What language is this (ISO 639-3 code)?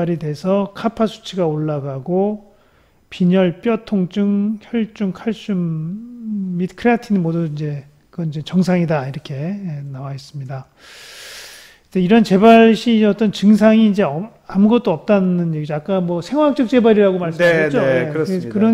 kor